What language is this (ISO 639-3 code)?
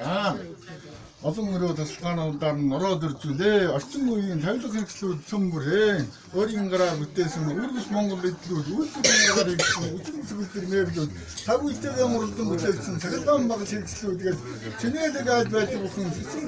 mon